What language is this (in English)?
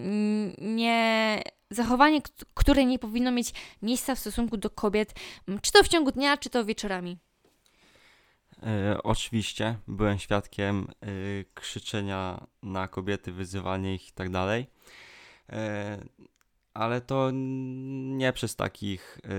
Polish